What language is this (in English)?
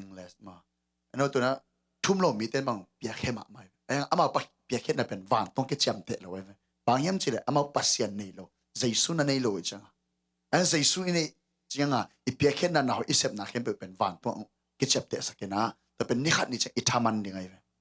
Tedim Chin